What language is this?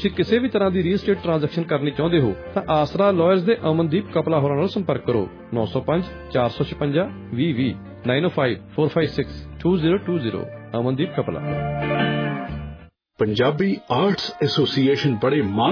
Punjabi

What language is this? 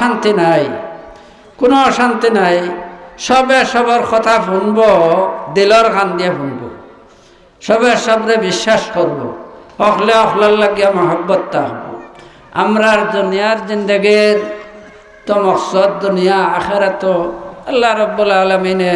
Sylheti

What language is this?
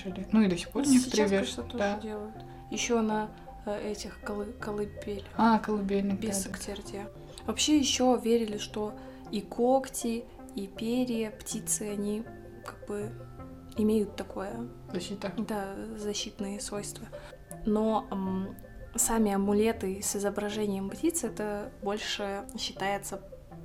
Russian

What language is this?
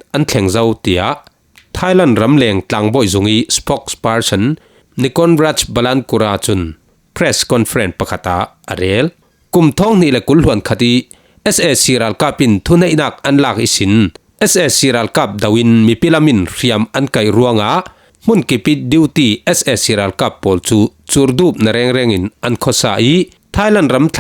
Falam Chin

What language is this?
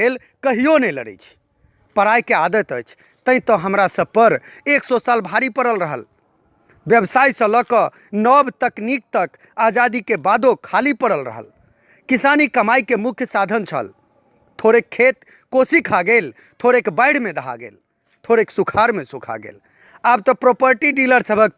Maithili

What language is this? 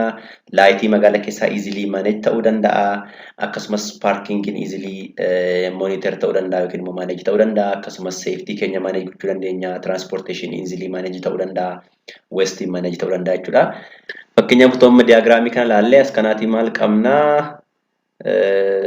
Oromo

